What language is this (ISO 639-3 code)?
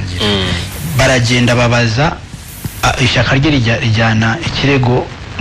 kin